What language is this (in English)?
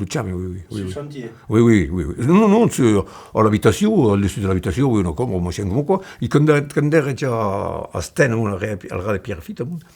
Occitan